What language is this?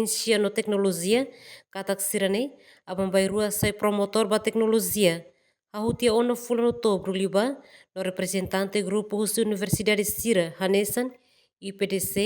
Tetum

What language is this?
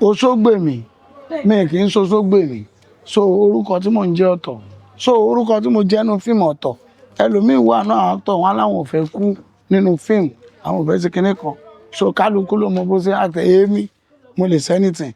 Yoruba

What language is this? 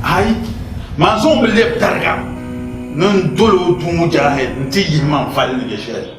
Dagbani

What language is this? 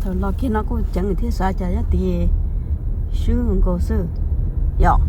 Hmong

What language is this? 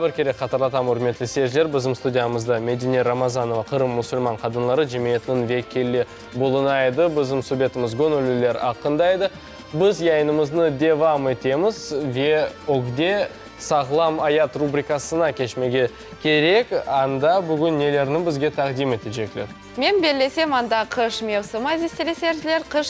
Crimean Tatar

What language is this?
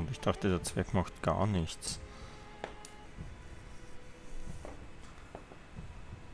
German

